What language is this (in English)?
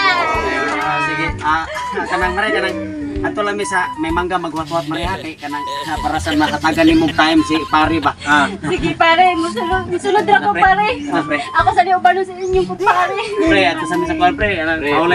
Cebuano